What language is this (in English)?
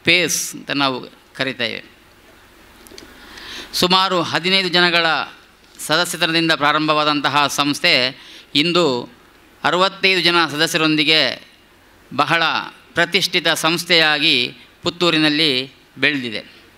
Kannada